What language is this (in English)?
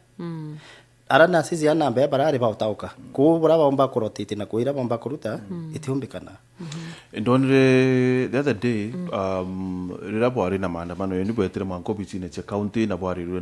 Meru